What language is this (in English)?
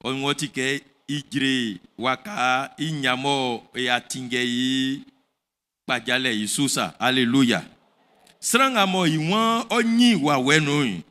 Baoulé